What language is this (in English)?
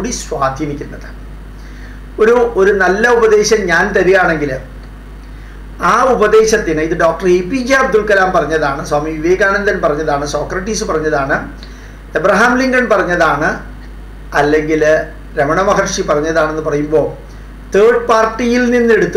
Malayalam